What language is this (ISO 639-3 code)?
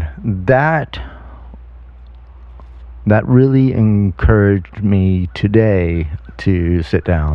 eng